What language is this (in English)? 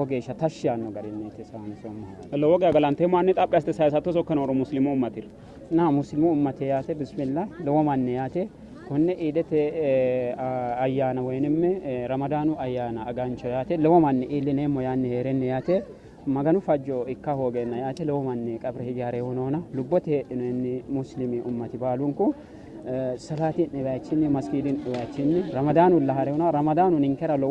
Sidamo